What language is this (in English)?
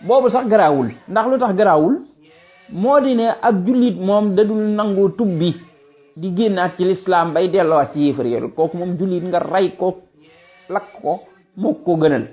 Wolof